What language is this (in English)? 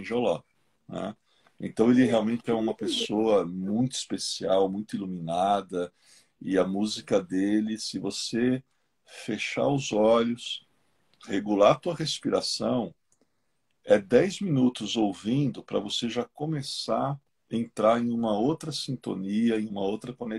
Portuguese